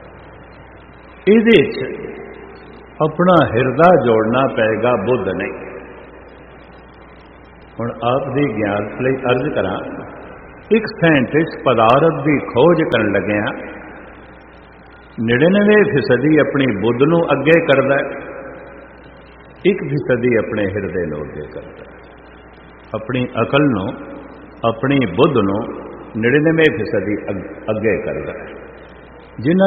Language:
Punjabi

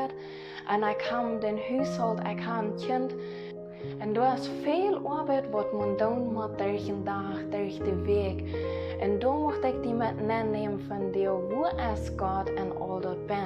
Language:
Plautdietsch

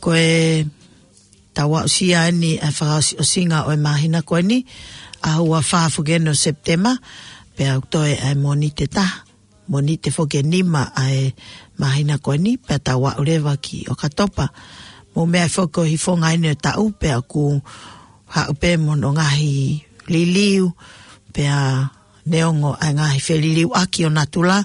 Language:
Tongan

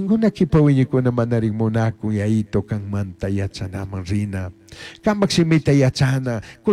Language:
Chimborazo Highland Quichua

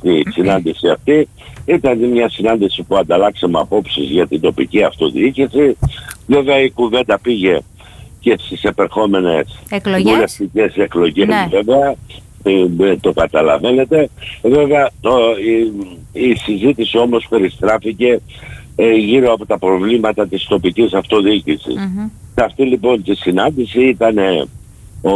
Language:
Greek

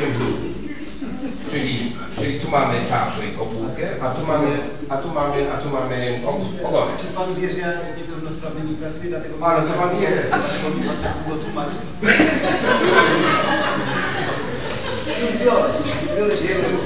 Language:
Polish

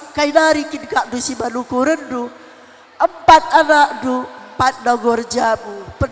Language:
Batak Karo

